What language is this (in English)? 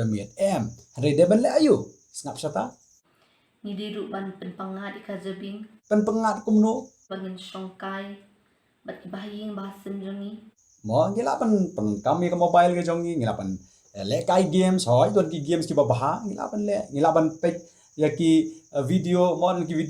Khasi